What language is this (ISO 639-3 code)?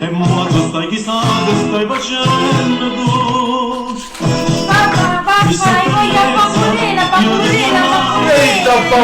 nap